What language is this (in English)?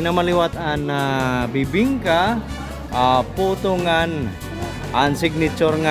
Waray